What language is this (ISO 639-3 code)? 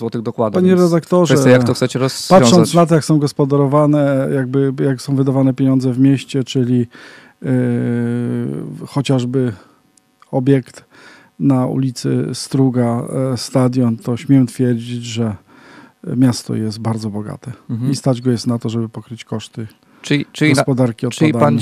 pol